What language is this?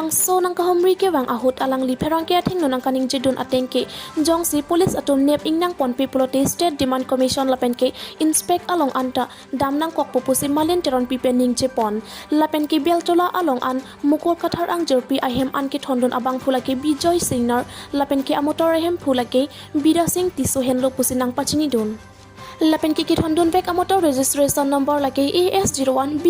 Karbi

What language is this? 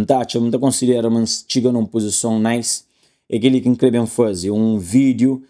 Kabuverdianu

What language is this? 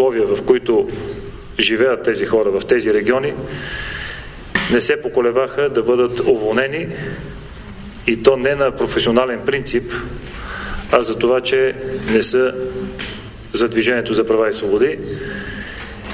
Bulgarian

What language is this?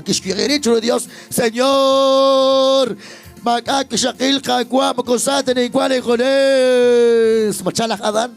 Kekchí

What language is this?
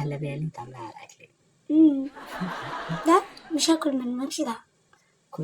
Egyptian Arabic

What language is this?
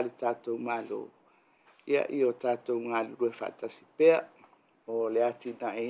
Samoan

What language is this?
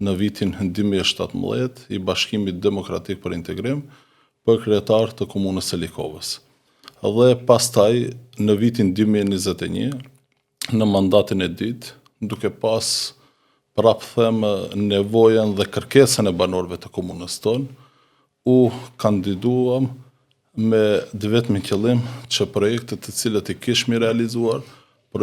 Albanian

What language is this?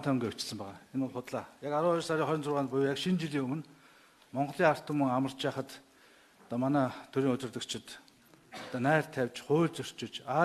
Mongolian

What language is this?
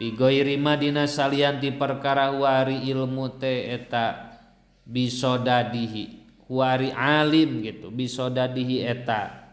Sundanese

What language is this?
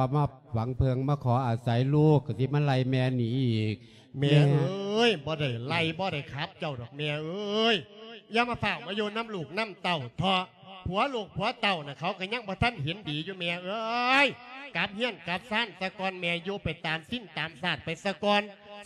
Lao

